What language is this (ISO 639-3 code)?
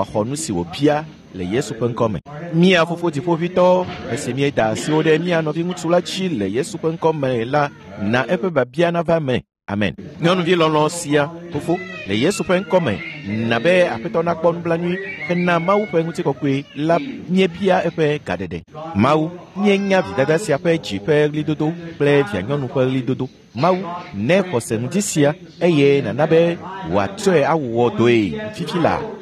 ewe